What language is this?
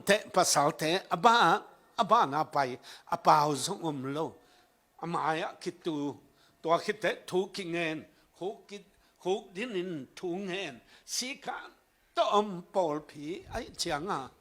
Tedim Chin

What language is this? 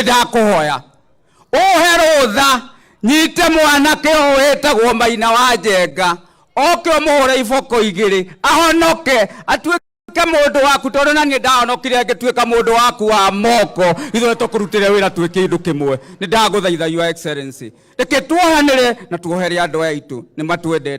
Kikuyu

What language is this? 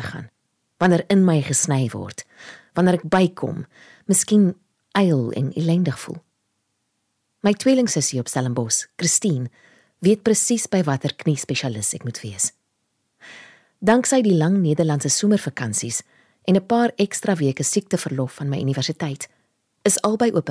Afrikaans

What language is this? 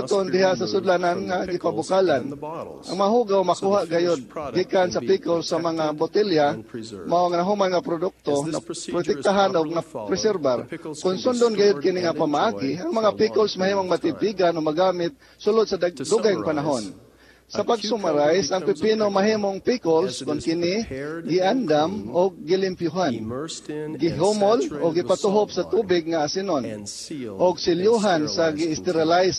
Cebuano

